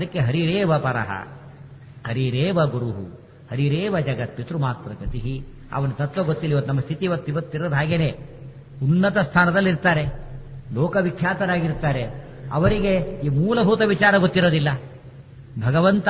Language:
Kannada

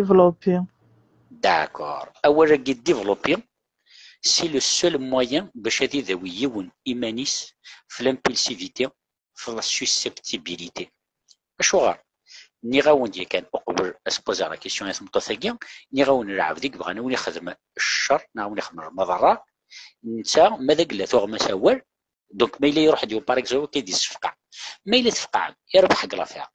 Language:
Kabyle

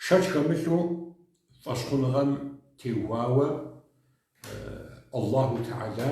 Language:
Kabardian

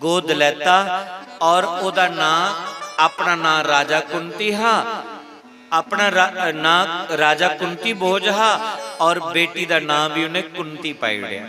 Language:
Dogri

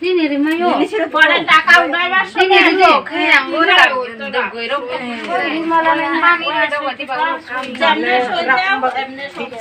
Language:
Riang (India)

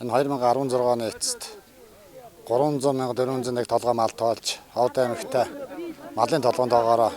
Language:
Mongolian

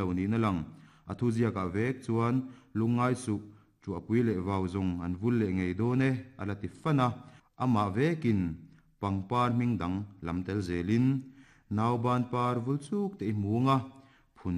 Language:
Mizo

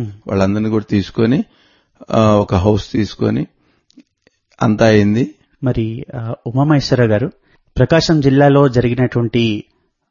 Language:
Telugu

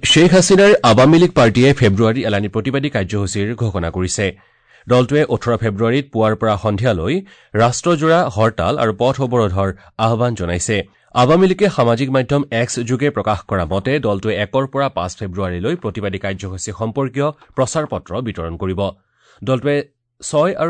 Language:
Assamese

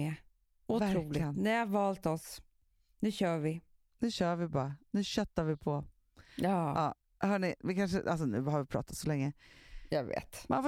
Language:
Swedish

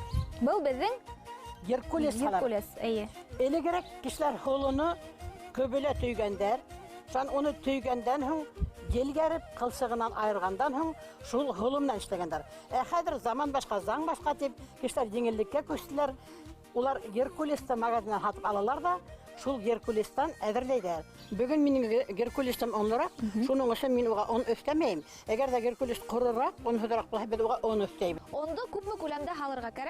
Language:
Bashkir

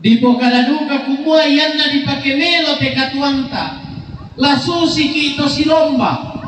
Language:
Toraja-Sa'dan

